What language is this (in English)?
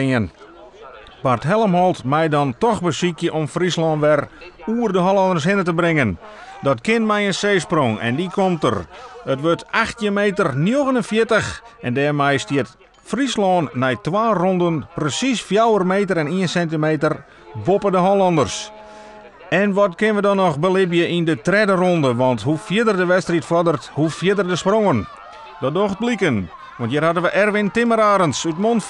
Western Frisian